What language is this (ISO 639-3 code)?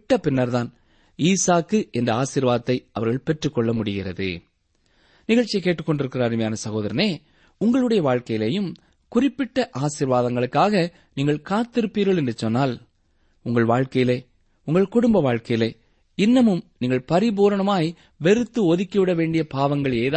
tam